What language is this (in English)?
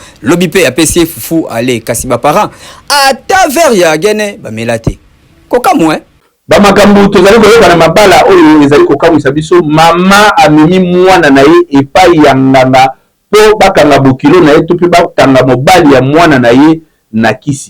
Lingala